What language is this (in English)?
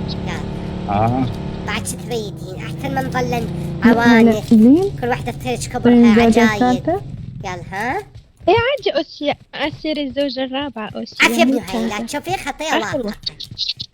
Mesopotamian Arabic